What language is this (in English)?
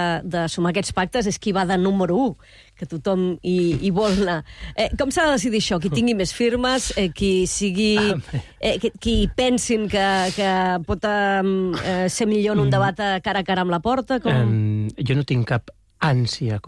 Catalan